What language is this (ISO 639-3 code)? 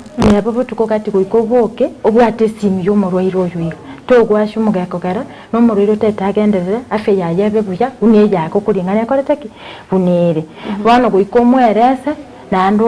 guz